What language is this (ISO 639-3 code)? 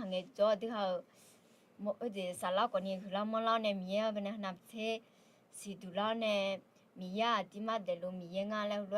ahk